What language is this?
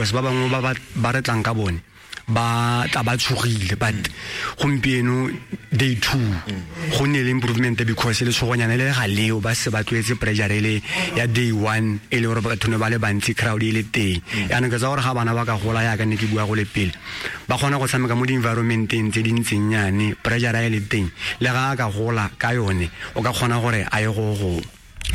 Tswana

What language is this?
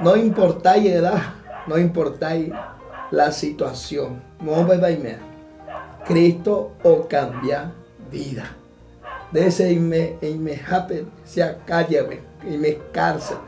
Guarani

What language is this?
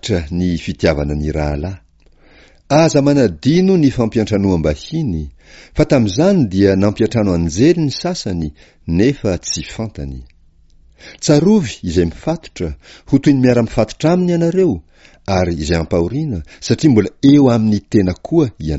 Malagasy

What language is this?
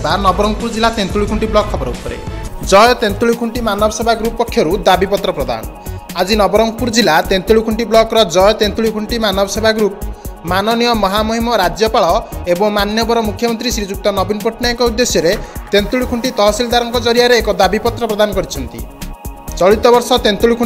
Odia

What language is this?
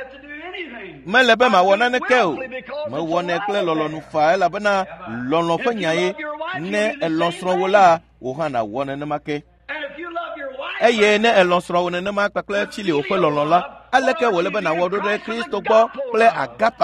Ewe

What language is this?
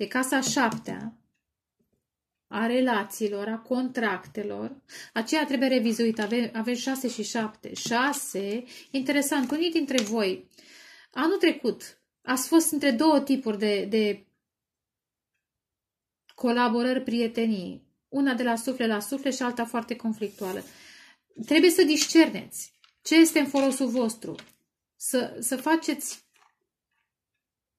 Romanian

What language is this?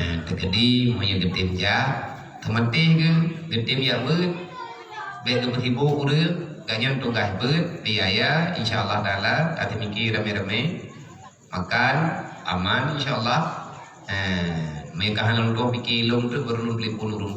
Achinese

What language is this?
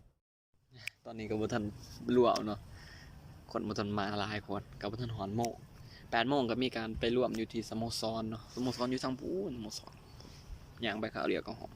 Lao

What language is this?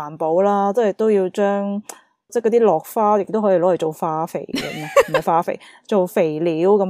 Cantonese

